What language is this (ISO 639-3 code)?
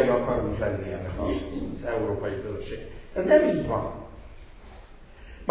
hun